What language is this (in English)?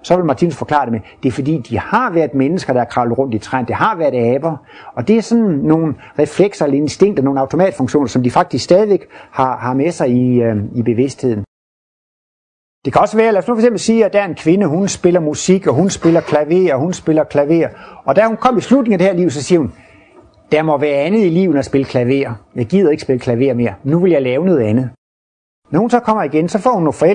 Danish